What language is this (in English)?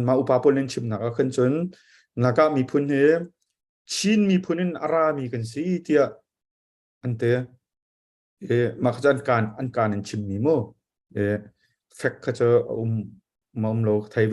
Hakha Chin